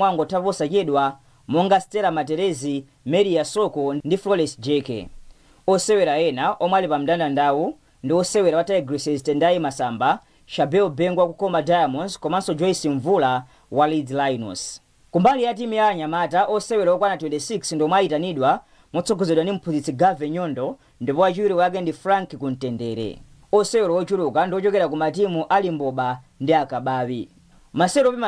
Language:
Nyanja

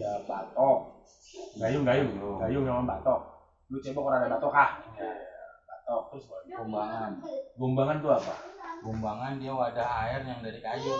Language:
Betawi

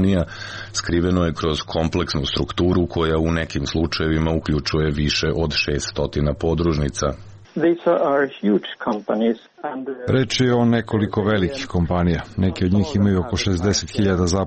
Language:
Serbian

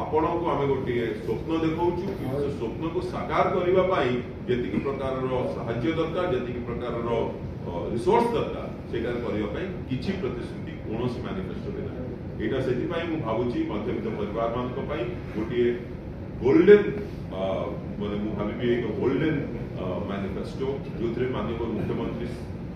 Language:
Odia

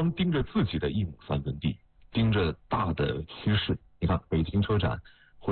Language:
Chinese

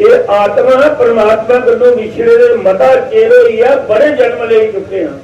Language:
Dogri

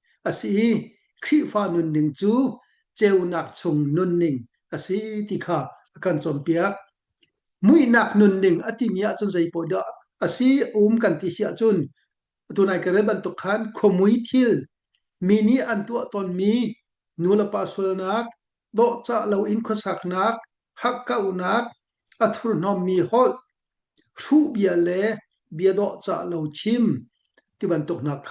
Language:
Hakha Chin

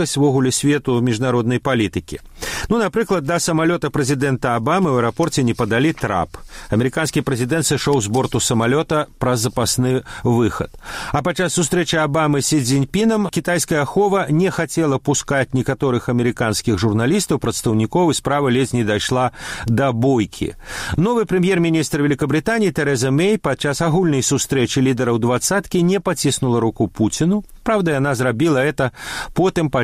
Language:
Belarusian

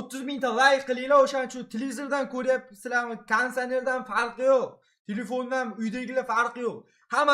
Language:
Uzbek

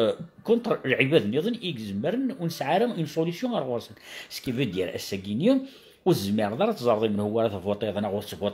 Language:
Kabyle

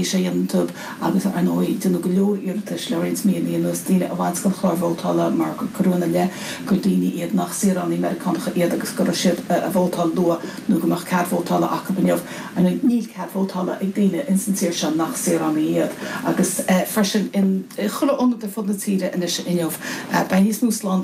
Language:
Irish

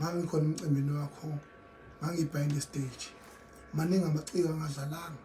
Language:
Zulu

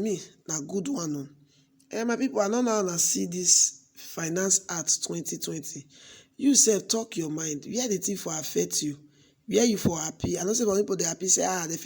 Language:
Nigerian Pidgin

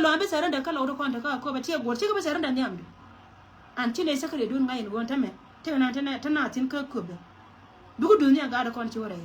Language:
Nuer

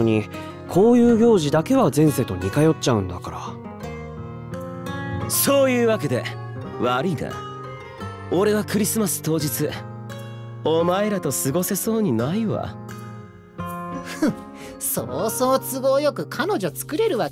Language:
Japanese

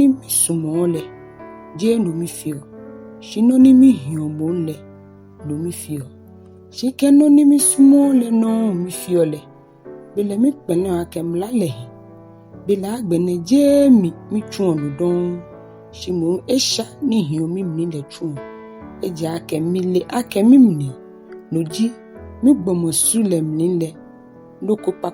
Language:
Ga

